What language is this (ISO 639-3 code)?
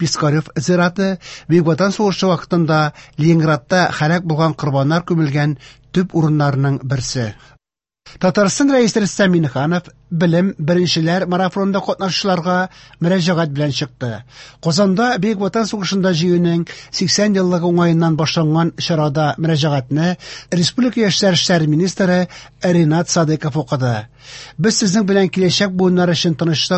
tat